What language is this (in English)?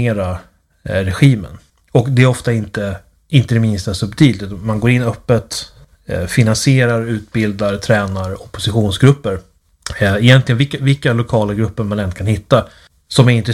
Swedish